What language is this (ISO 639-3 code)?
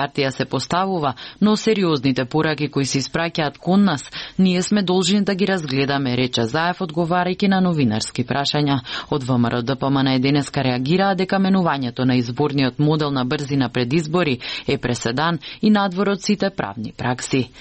mkd